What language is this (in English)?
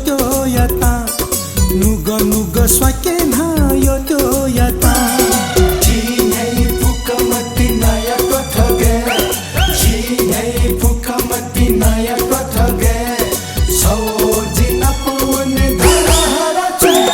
Newari